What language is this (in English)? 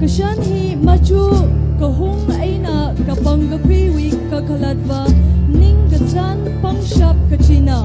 Tangkhul Naga (India)